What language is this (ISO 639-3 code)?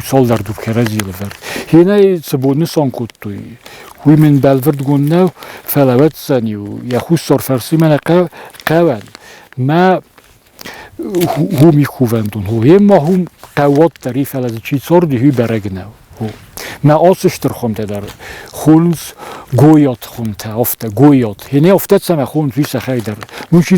oss